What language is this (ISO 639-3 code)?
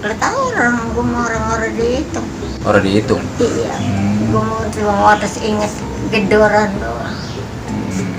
bew